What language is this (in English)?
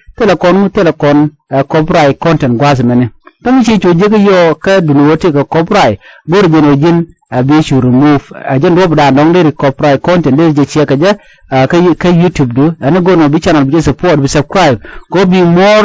Nuer